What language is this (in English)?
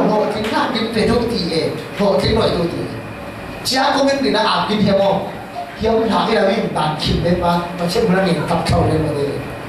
Falam Chin